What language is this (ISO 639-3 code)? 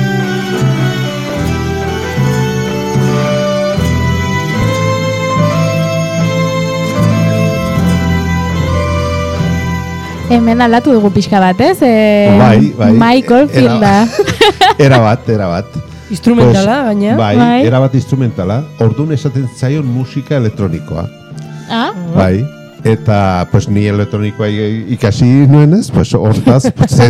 eus